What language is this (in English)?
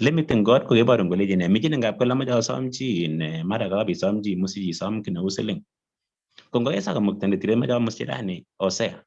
Kalenjin